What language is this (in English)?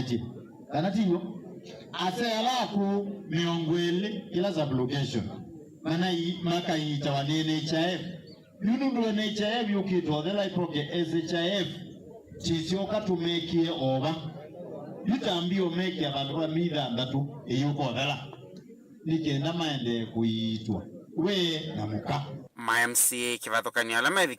Kamba